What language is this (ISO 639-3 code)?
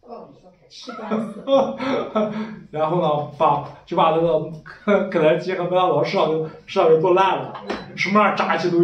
zho